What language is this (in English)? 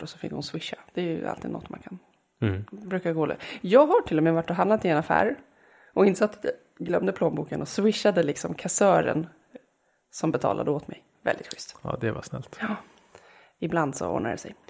Swedish